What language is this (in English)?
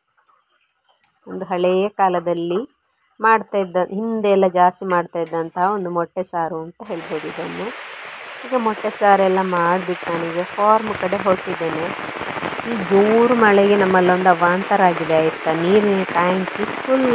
Kannada